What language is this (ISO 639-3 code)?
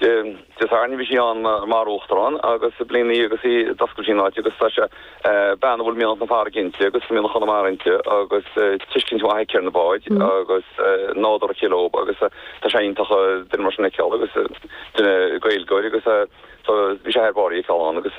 gle